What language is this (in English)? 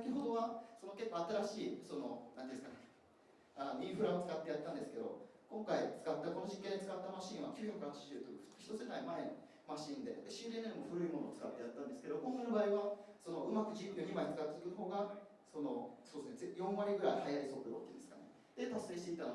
Japanese